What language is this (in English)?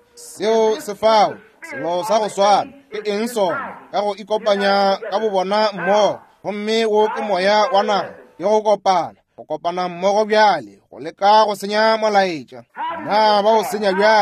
Northern Sotho